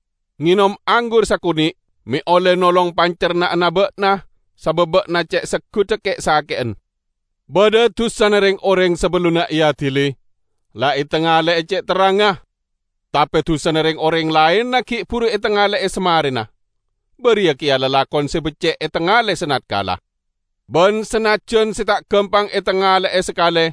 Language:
Madurese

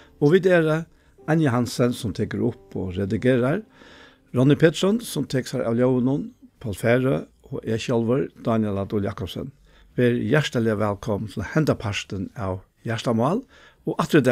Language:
Faroese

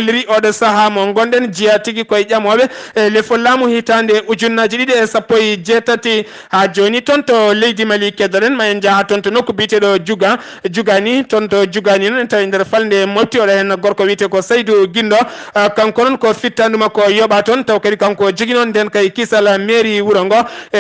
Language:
Fula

